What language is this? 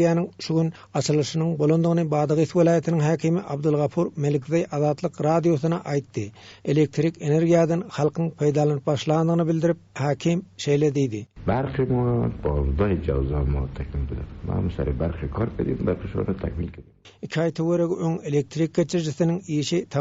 Turkmen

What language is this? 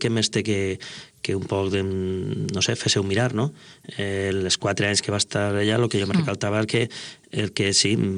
Catalan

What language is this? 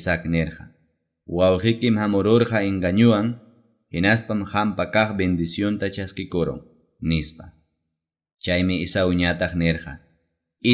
Ayacucho Quechua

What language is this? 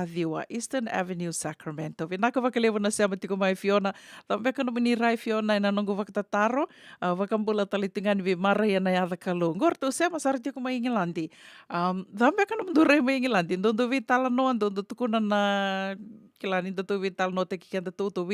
Fijian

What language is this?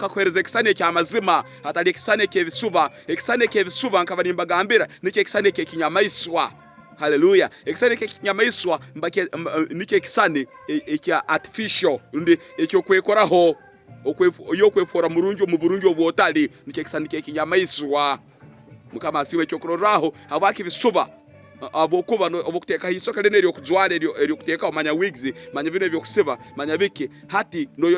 Tooro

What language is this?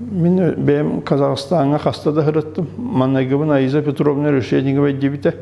Yakut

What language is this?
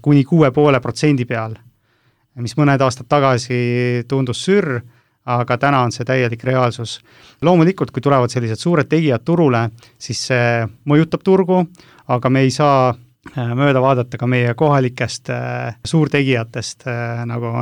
Estonian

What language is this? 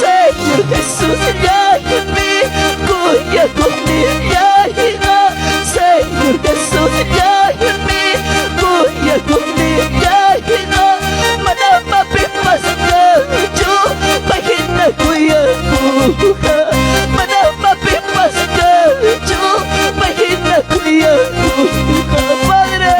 Ayacucho Quechua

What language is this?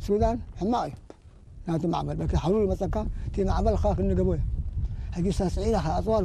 Tigrinya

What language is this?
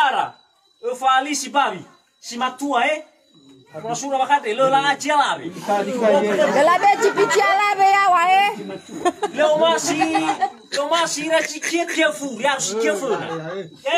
Nias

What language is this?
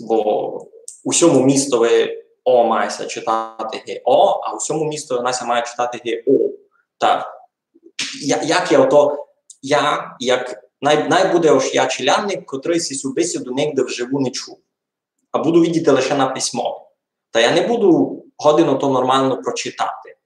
Rusyn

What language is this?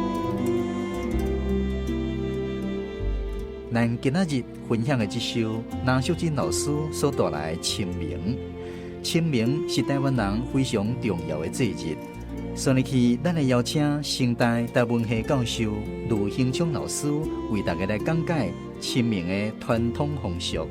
Min Nan Chinese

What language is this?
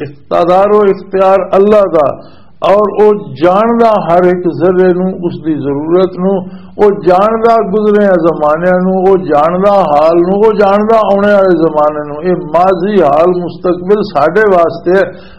Western Panjabi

